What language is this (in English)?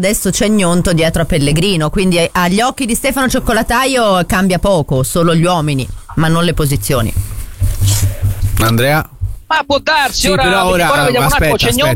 Italian